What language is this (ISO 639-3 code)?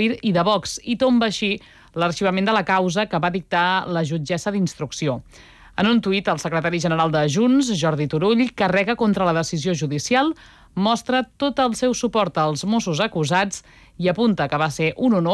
cat